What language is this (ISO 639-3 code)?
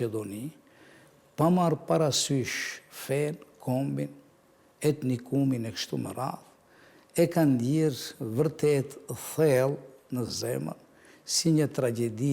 sqi